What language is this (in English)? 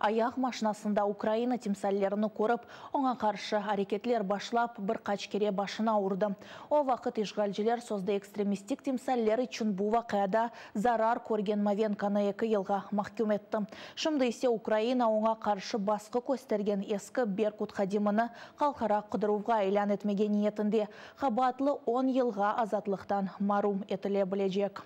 Crimean Tatar